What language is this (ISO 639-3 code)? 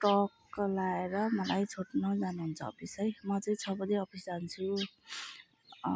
nep